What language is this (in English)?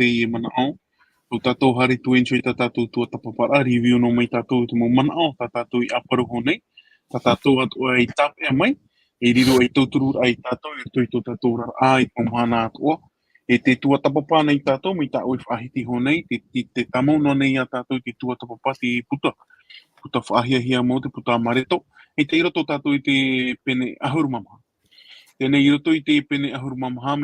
Tahitian